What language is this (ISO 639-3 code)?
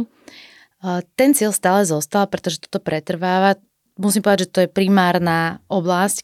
slk